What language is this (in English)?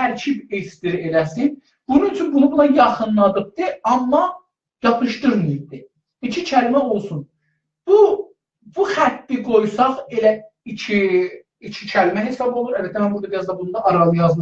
South Azerbaijani